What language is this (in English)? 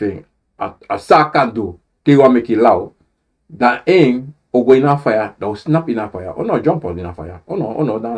Sranan Tongo